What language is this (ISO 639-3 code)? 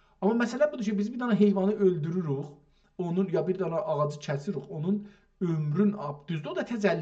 azb